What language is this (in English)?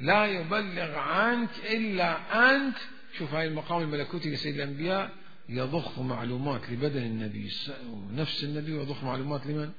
Mesopotamian Arabic